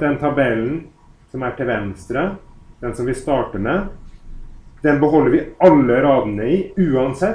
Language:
Norwegian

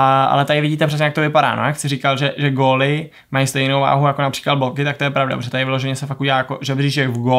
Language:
Czech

